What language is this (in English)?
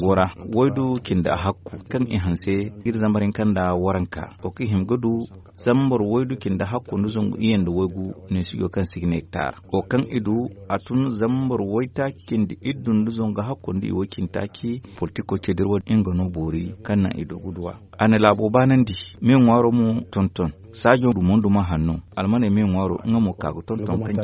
Zarma